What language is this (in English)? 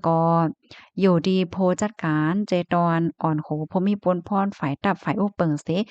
Shan